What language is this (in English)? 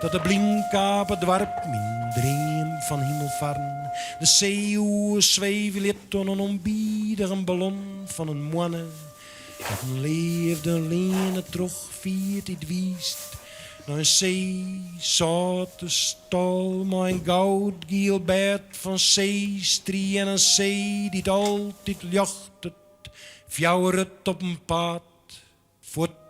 Western Frisian